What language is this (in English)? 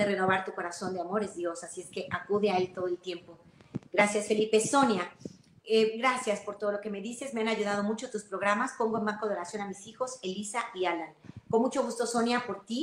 Spanish